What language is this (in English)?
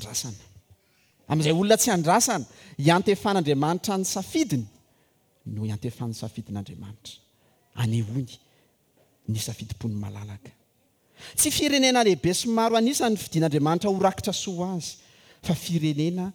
Malagasy